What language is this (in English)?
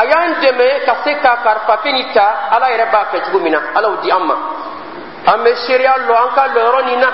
Dyula